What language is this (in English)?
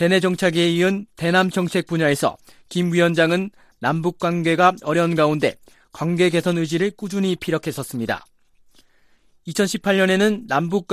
Korean